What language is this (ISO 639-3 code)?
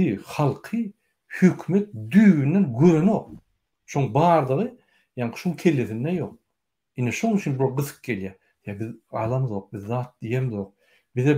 tuk